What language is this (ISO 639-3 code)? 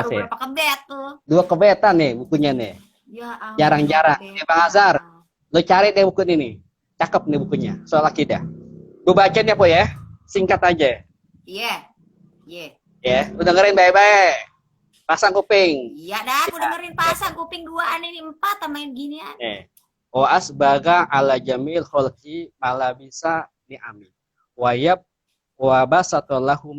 bew